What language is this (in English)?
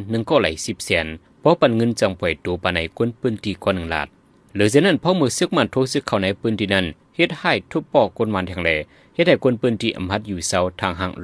Shan